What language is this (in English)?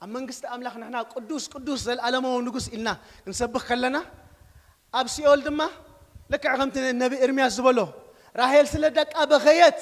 Tigrinya